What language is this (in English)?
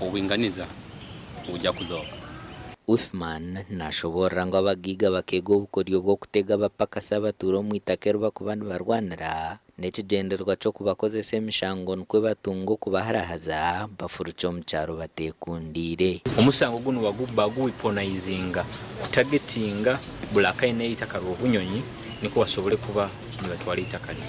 Nyankole